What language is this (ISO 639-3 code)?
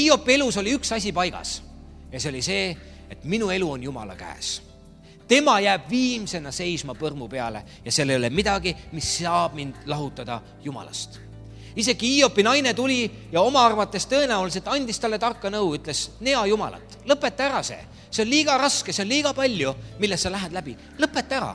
est